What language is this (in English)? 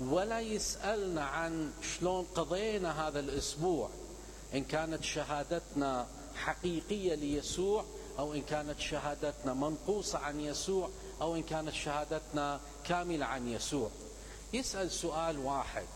Mesopotamian Arabic